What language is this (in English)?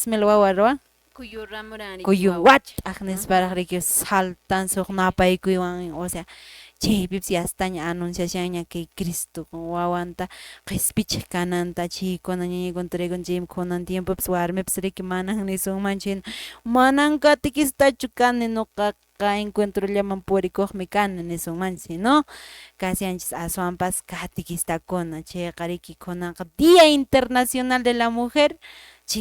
Quechua